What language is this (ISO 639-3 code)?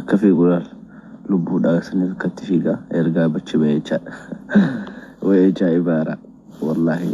orm